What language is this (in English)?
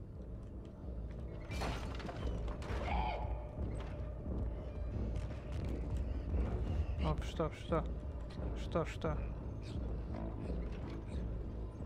Russian